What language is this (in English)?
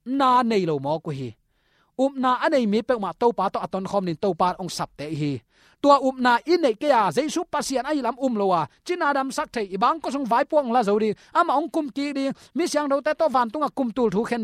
Tedim Chin